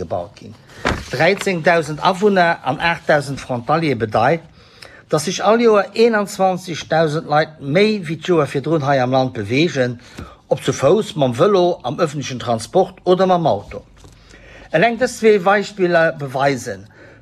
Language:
Luxembourgish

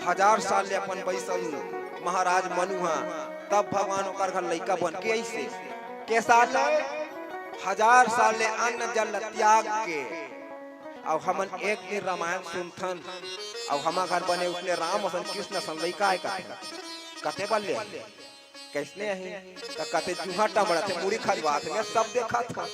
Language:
Chhattisgarhi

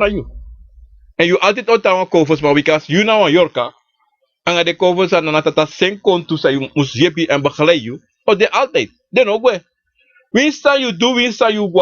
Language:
Sranan Tongo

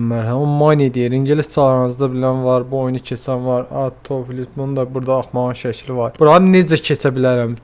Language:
Azerbaijani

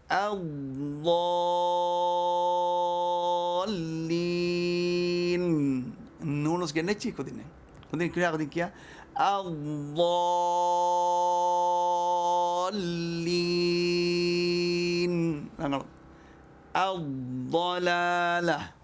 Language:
Divehi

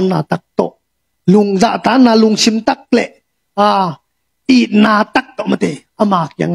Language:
Tedim Chin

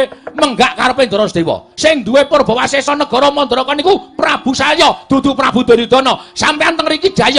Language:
Javanese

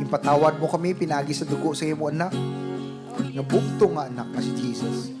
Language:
Hiligaynon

